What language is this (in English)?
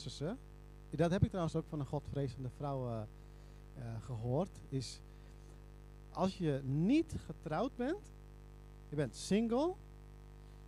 Dutch